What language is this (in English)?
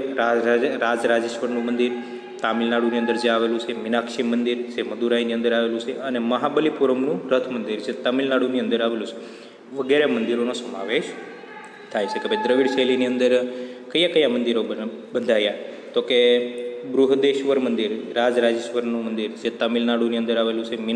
Gujarati